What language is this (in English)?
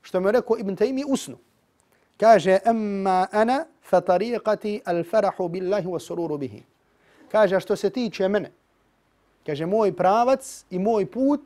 Bosnian